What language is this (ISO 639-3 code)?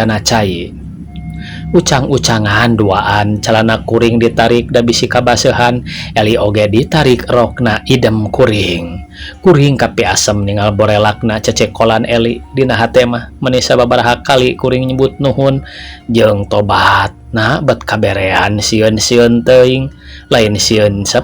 sun